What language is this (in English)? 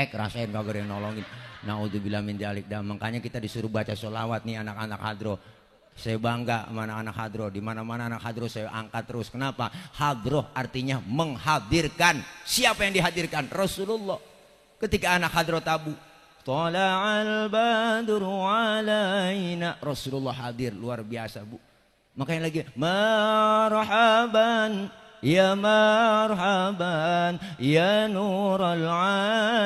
Betawi